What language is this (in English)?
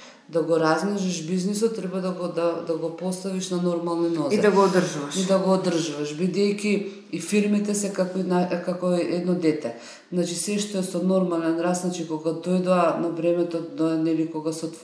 Macedonian